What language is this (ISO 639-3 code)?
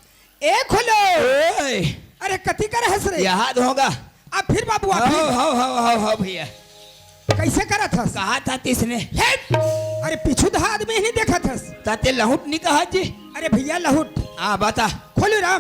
hne